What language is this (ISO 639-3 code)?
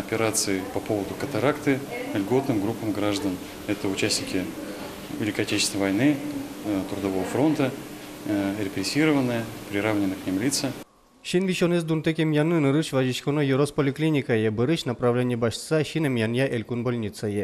udm